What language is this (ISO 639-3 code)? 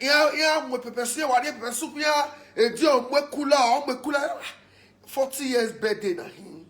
pcm